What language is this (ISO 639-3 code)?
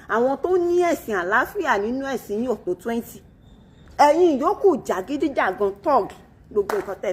yor